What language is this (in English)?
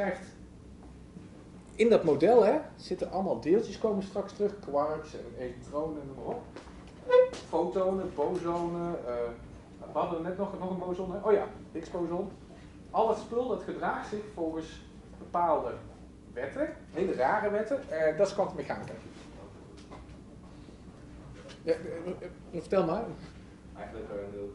Dutch